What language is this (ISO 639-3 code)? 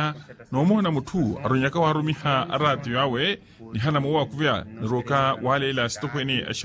vmw